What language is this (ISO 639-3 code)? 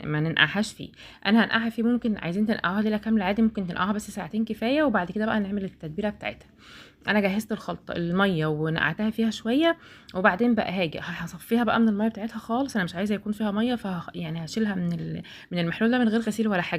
arz